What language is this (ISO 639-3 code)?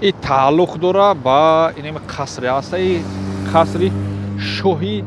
tgk